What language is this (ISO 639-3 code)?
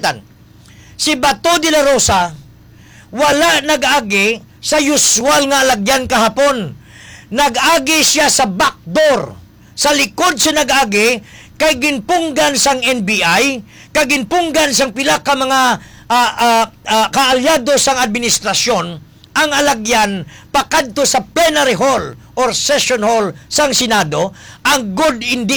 hil